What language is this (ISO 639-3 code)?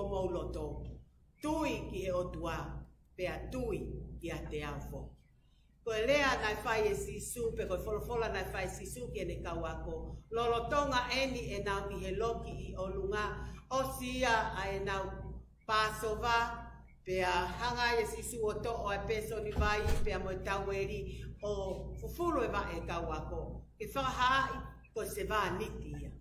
ton